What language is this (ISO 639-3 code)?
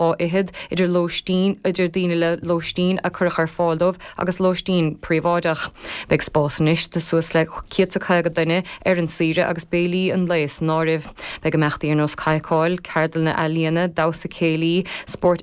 gle